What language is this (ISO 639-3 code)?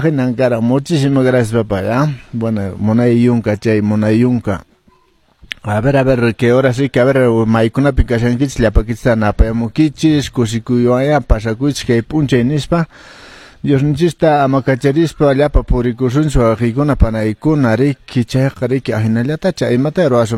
que